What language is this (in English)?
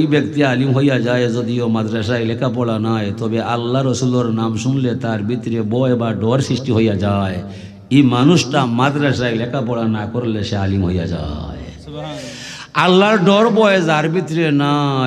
Sylheti